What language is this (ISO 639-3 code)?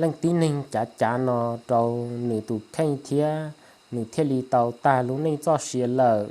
hmn